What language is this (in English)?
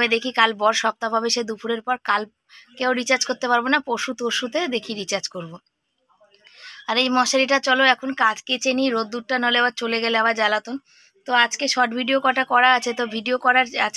Bangla